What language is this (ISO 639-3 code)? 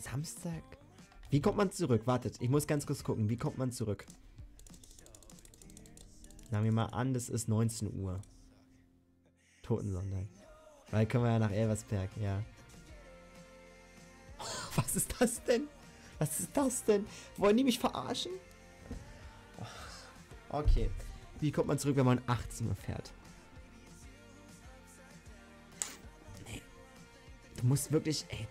deu